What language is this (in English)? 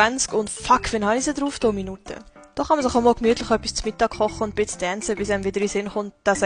Swiss German